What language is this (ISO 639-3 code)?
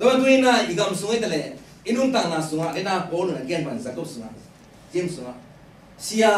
ctd